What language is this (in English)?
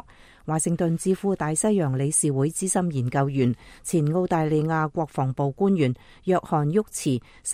Cantonese